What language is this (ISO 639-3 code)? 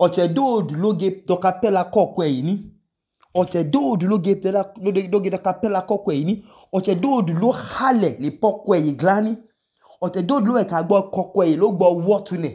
idu